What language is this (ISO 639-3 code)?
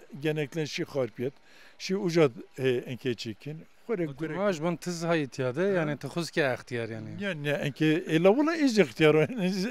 kur